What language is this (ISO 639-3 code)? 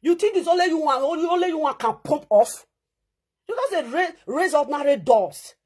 pcm